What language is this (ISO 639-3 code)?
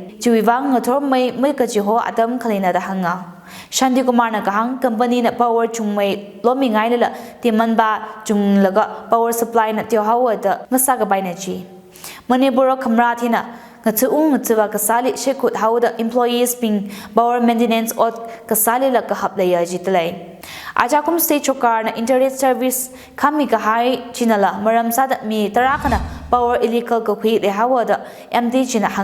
nmf